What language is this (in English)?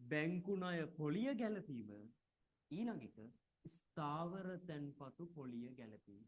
Sinhala